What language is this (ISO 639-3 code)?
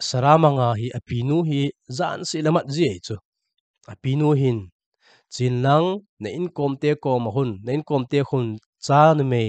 tcz